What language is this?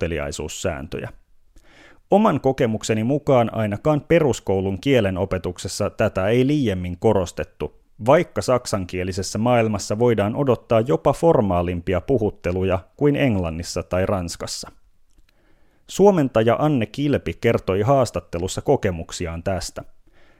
Finnish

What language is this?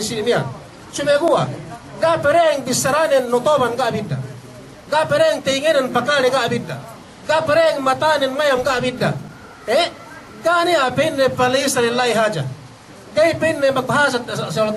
Yakan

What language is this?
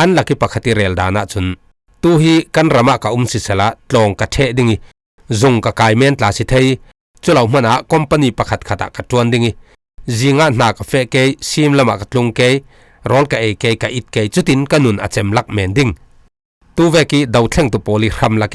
Falam Chin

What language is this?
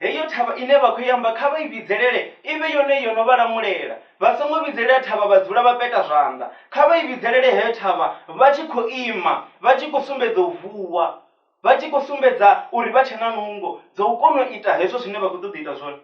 Venda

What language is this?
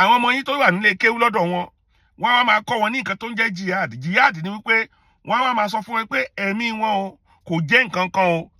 Yoruba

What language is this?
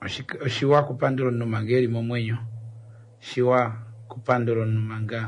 Kuanyama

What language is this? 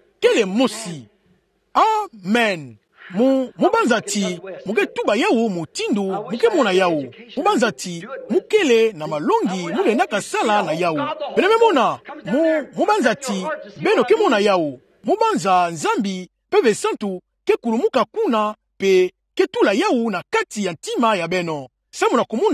Kituba (Democratic Republic of Congo)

